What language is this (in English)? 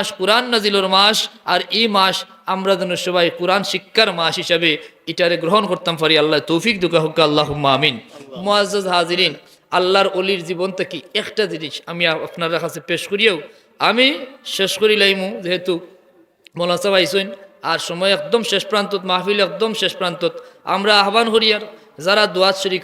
Sylheti